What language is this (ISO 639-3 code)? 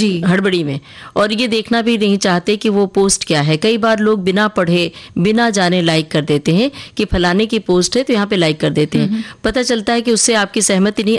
hin